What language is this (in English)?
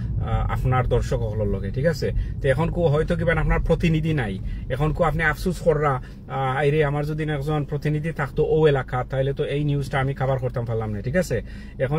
Sylheti